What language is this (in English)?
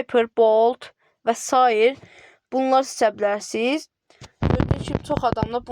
Azerbaijani